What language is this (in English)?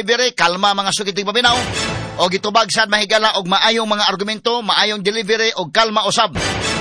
Cebuano